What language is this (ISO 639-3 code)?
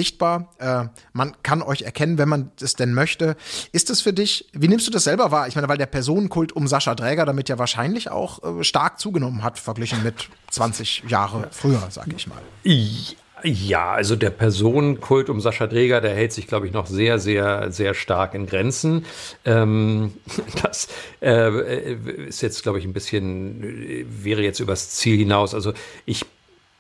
deu